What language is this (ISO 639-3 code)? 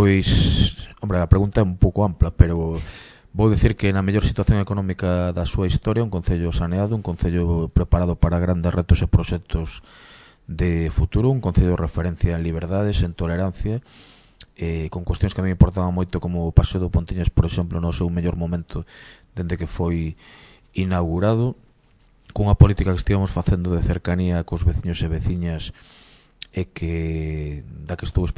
glg